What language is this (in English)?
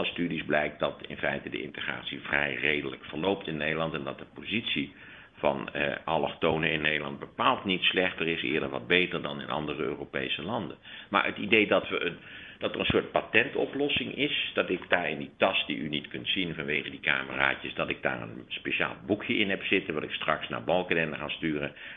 Dutch